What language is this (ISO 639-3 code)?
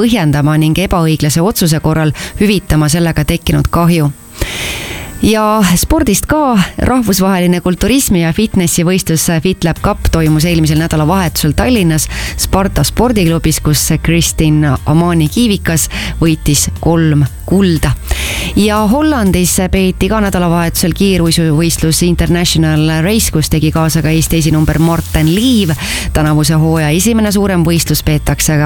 est